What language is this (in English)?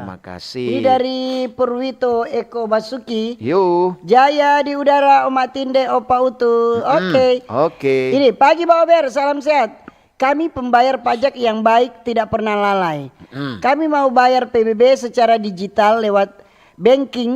Manado Malay